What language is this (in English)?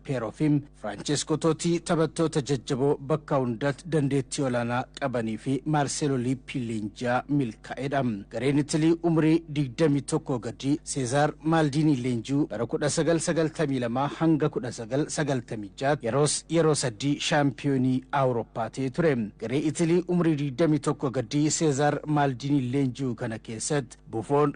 Oromo